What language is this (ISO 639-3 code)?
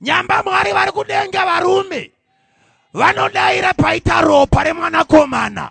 sna